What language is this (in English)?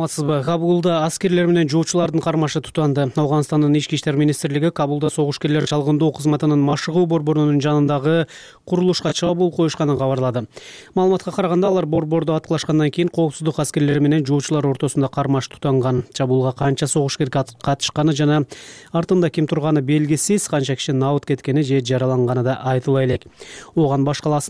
Kyrgyz